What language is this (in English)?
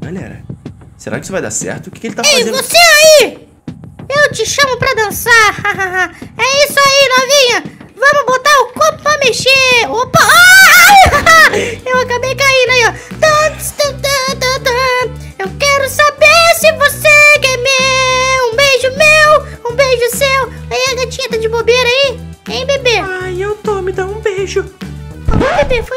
Portuguese